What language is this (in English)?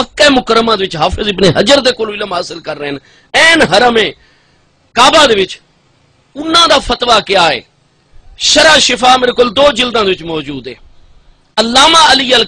Saraiki